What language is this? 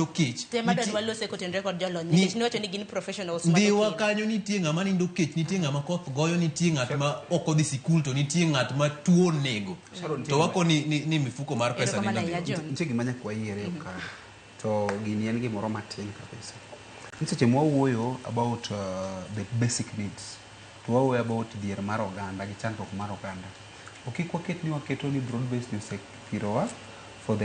Luo (Kenya and Tanzania)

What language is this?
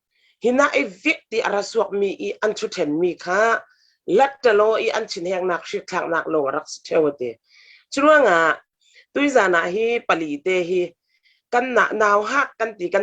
Falam Chin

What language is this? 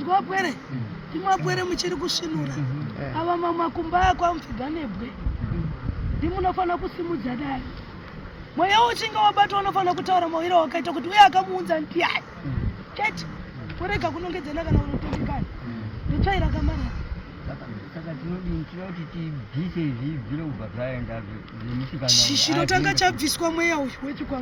Shona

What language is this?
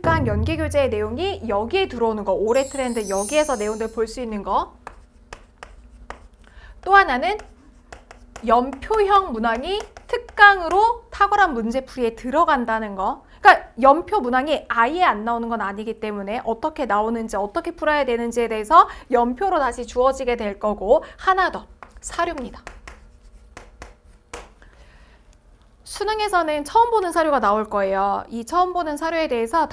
Korean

